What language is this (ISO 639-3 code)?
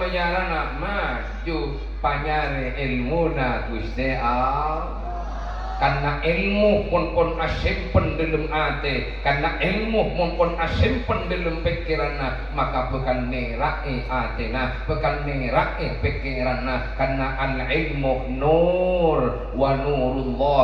mad